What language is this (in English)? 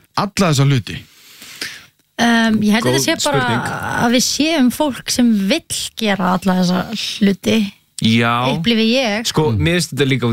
Icelandic